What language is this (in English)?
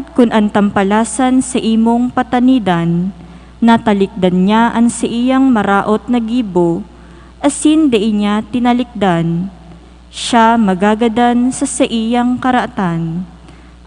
Bikol